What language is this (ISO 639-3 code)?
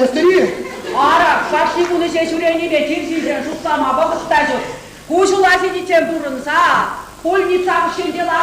chv